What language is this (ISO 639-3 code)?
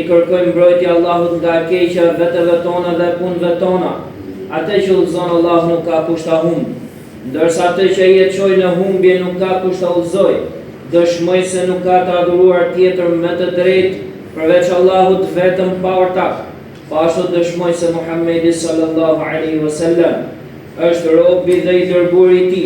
sqi